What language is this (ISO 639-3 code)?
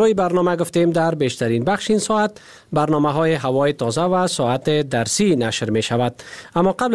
fas